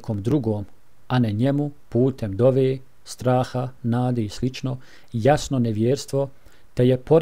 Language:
Bosnian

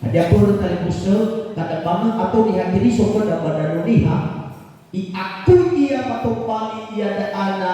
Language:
Nias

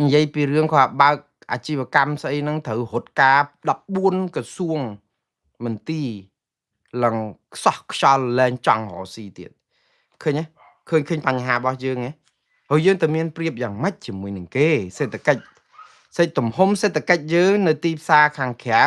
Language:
Khmer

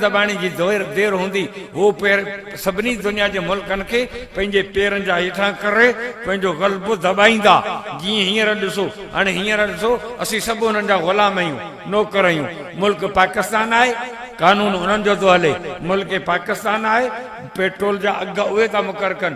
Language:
Sindhi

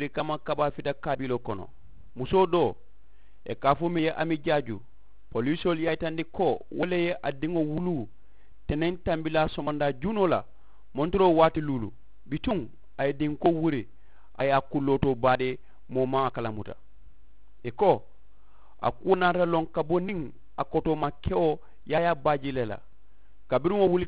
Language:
Mandingo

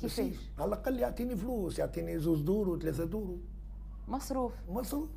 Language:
Tunisian Arabic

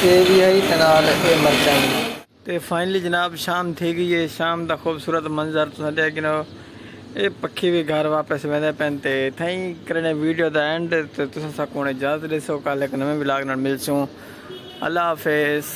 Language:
Saraiki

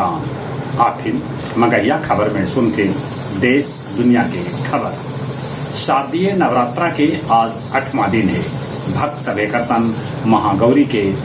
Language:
Magahi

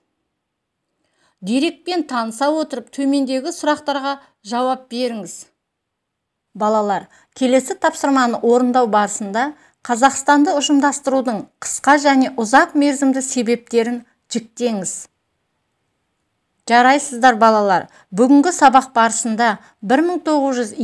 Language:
Kazakh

